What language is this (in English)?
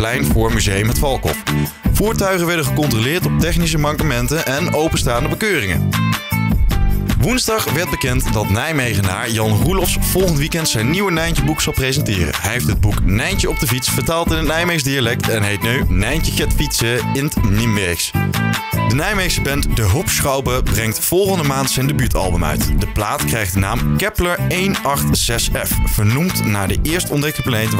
Dutch